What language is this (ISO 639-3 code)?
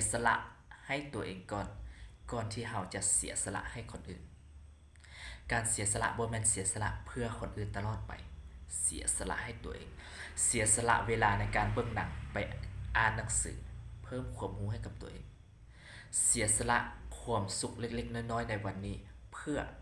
lao